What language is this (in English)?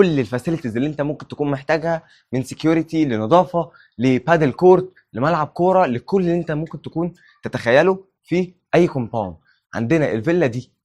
Egyptian Arabic